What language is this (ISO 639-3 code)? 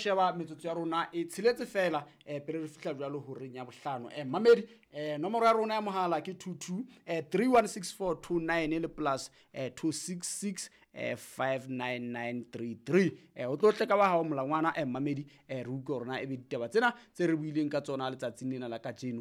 sot